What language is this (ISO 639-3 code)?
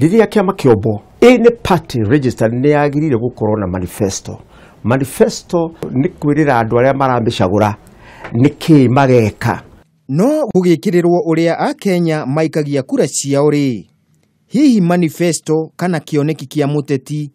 kik